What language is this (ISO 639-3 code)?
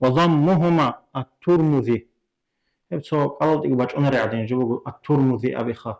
ava